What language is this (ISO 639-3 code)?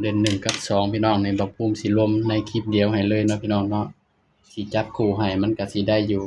tts